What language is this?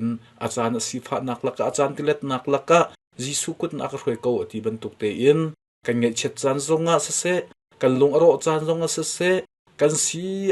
Hakha Chin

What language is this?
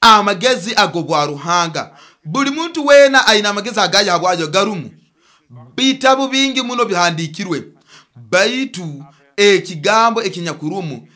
Nyoro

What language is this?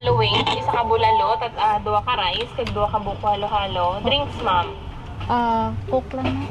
Hiligaynon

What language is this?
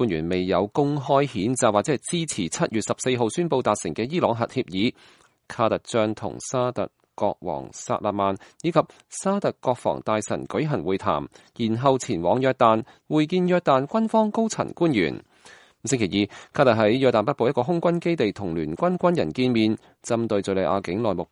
Cantonese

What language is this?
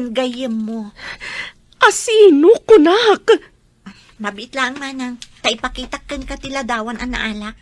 Iloko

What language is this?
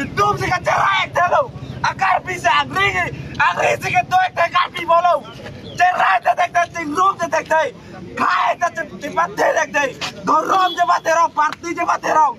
Karbi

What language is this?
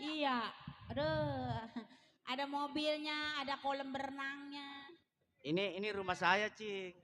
Betawi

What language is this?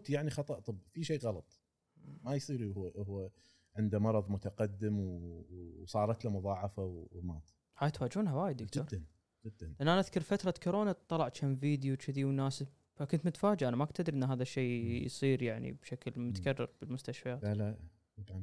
Gulf Arabic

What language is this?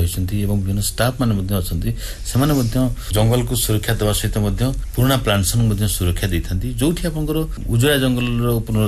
Odia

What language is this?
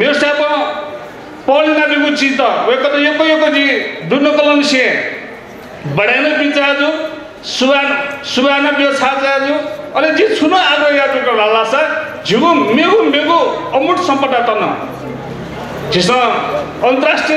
Newari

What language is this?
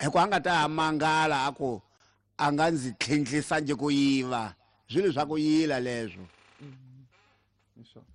Tsonga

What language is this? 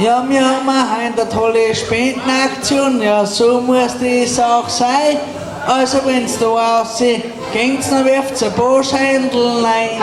Bavarian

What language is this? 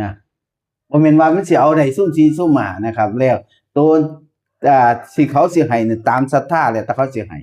Northeastern Thai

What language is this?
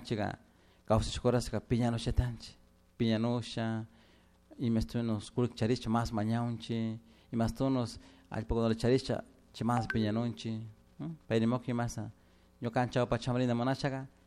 Chimborazo Highland Quichua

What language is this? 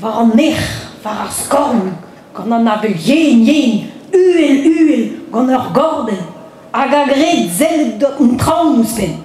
Breton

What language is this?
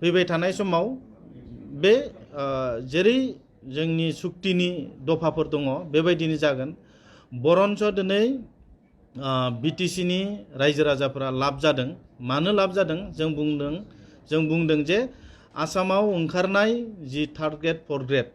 Bodo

